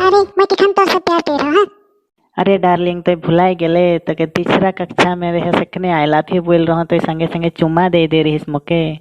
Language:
Sadri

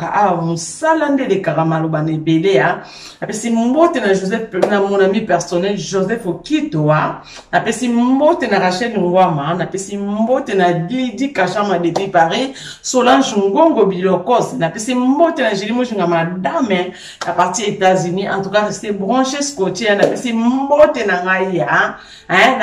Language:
Lingala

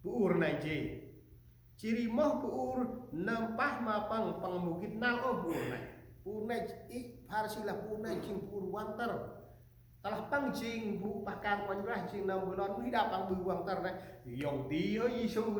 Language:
Central Mnong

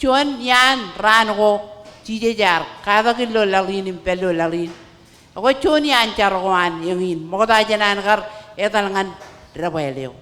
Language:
Marshallese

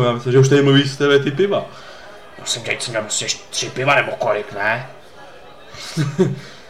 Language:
Czech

